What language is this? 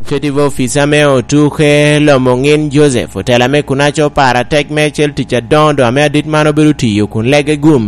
Lango (Uganda)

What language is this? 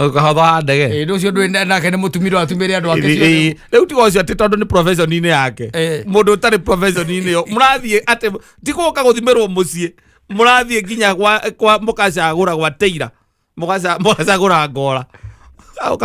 Kikuyu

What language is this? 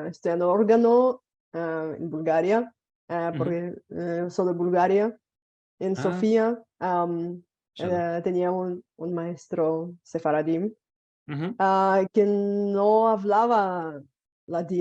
Ladino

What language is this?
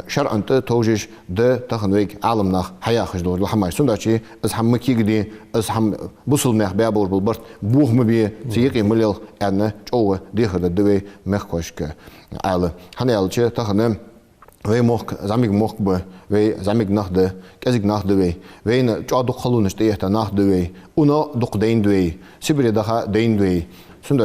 Ingush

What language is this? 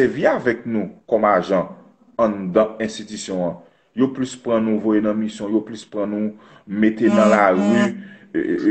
Haitian Creole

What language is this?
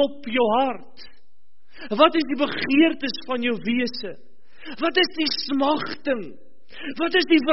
Afrikaans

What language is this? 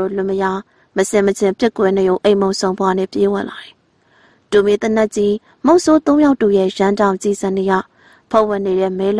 Burmese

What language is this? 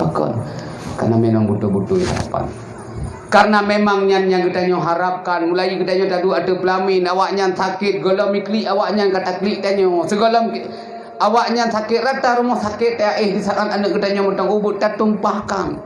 Achinese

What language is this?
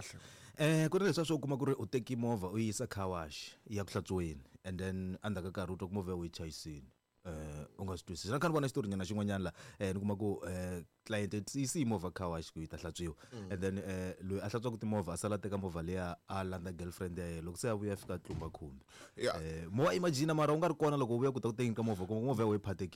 Tsonga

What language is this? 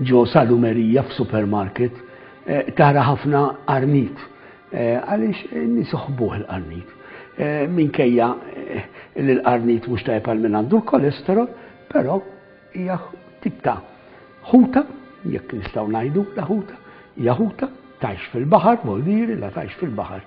Maltese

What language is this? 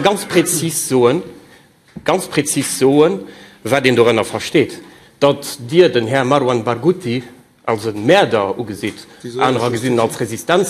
Luxembourgish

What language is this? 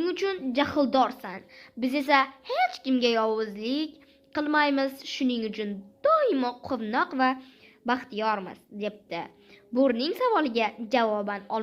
Uzbek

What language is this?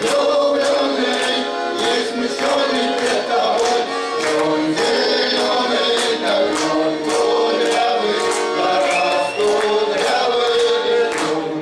Yakut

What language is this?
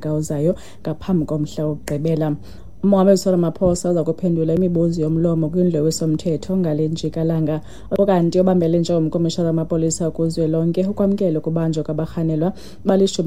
Xhosa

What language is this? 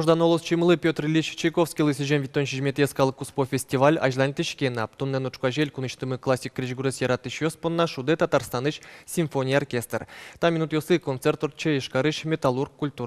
Udmurt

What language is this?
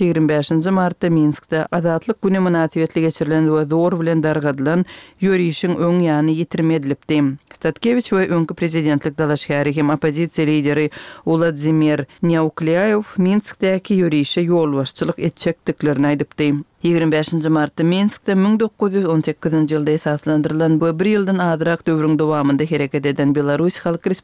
Turkmen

